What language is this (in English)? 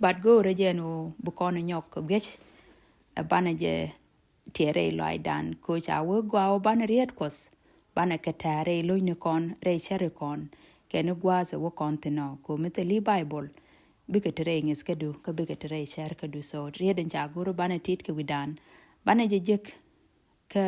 Nuer